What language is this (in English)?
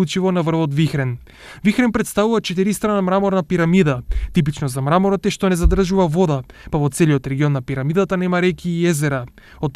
Macedonian